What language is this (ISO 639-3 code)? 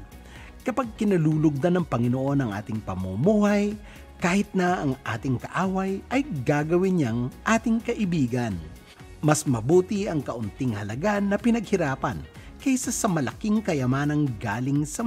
fil